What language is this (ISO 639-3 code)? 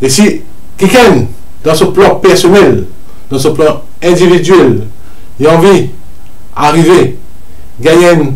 mfe